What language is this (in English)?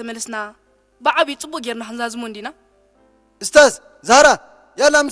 Tigrinya